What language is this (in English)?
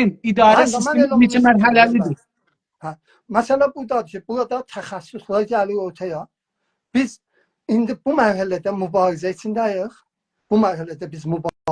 South Azerbaijani